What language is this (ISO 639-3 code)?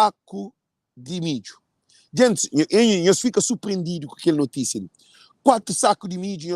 kea